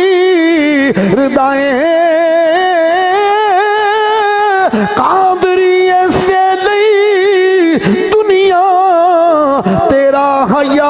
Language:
Urdu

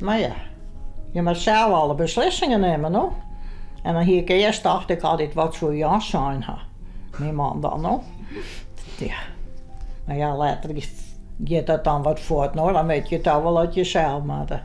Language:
Western Frisian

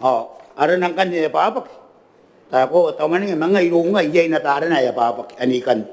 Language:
Gilbertese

